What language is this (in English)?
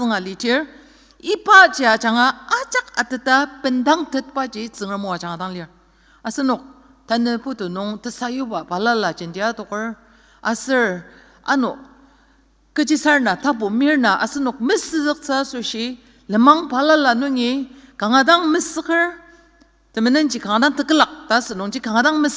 Ao Naga